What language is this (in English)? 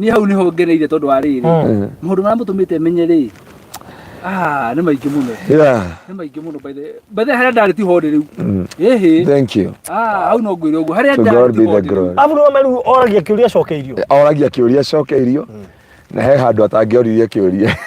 Kikuyu